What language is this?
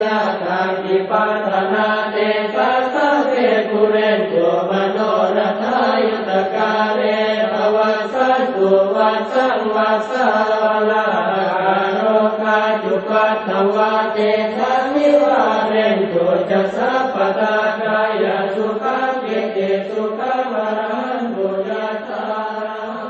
Pali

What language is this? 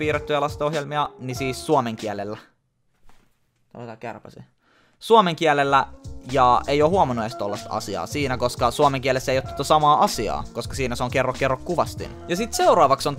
Finnish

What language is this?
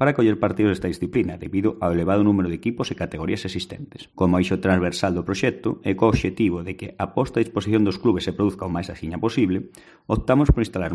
Galician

